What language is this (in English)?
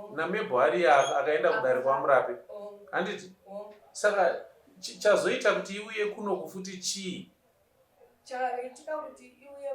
Shona